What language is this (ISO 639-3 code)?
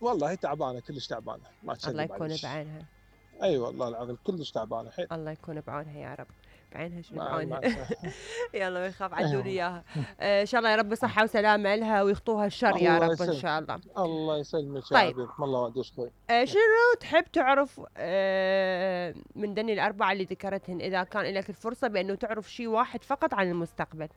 acm